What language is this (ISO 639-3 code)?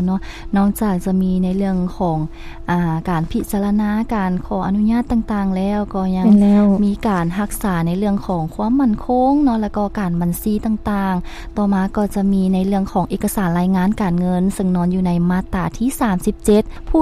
lao